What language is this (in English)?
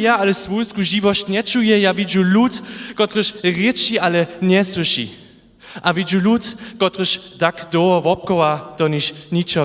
Upper Sorbian